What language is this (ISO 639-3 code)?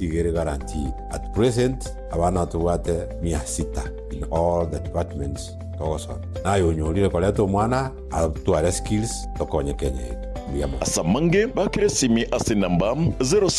guz